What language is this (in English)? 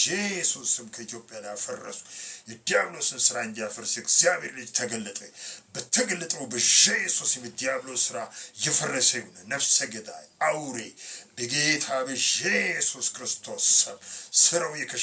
Amharic